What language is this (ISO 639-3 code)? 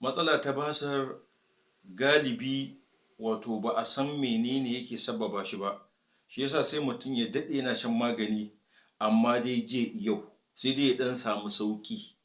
hau